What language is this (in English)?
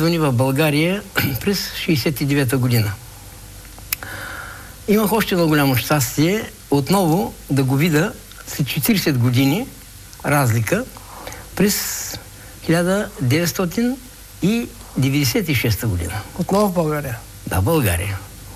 Bulgarian